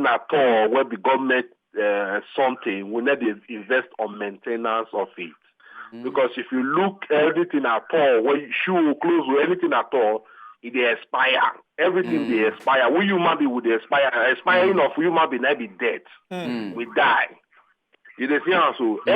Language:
Nigerian Pidgin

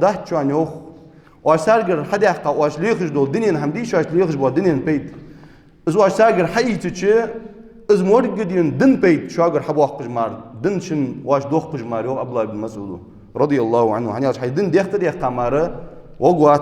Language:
Ingush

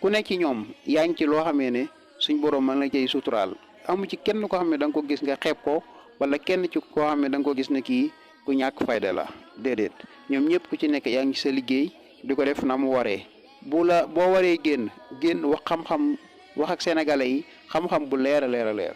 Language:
Wolof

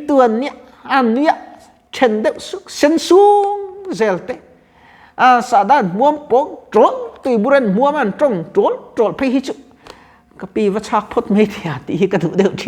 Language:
Mizo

